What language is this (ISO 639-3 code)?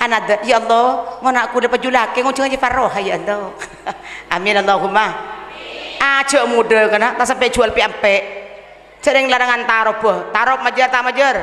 mad